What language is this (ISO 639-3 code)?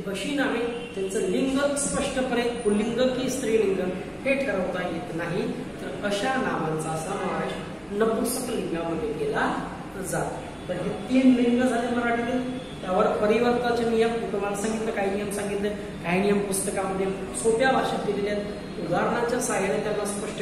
mar